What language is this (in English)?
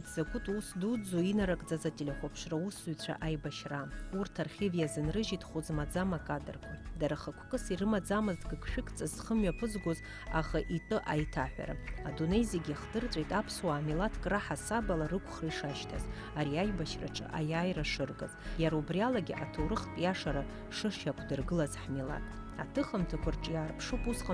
Abkhazian